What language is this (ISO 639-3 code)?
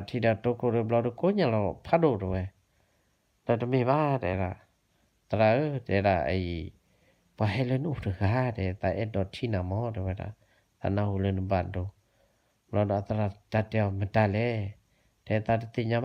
ksw